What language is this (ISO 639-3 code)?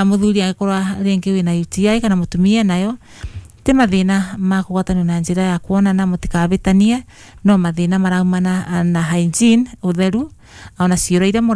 kik